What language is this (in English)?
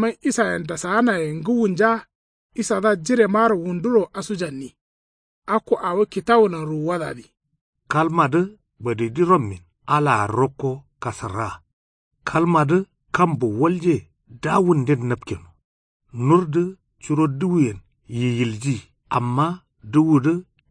Kanuri